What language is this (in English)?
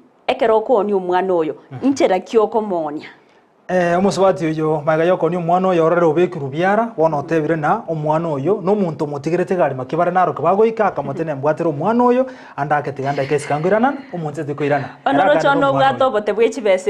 Gusii